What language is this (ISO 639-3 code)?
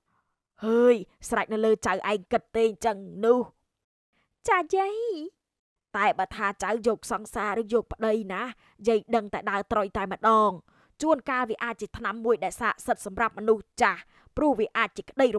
khm